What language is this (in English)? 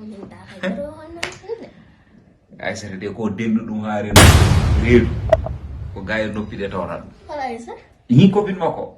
Fula